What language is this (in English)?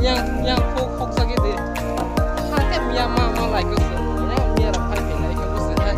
Kok Borok